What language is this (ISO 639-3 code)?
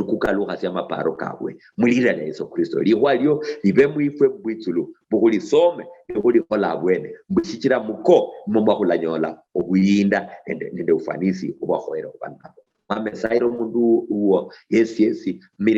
luy